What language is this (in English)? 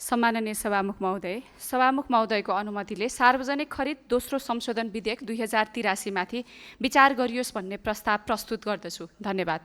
Nepali